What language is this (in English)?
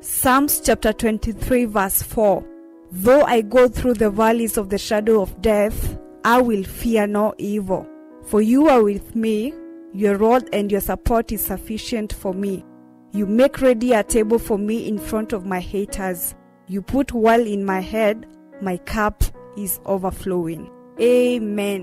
Kamba